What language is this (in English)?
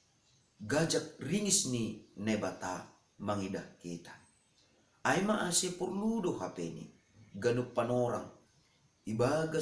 Batak Simalungun